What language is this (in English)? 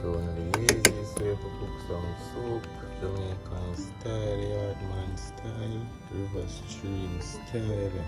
Jamaican Creole English